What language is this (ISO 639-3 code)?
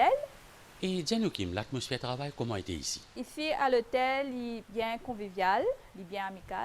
mfe